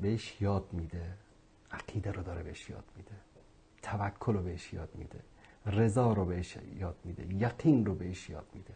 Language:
Persian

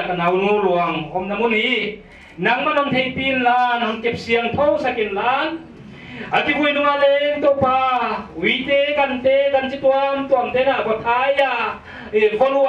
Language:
Paite Chin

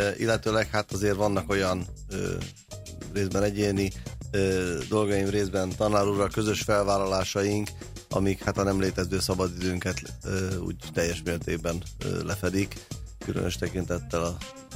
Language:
Hungarian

